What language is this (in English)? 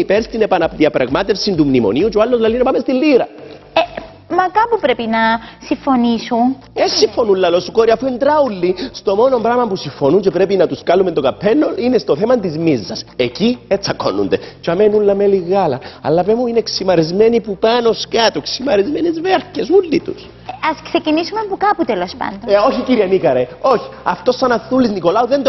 Greek